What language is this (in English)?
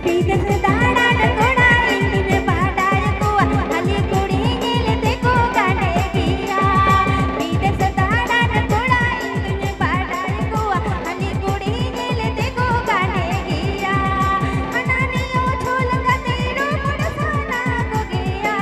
Santali